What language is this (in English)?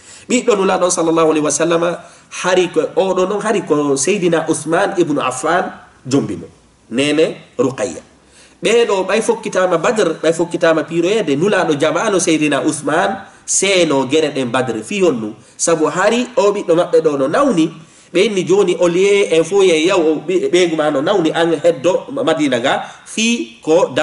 Fula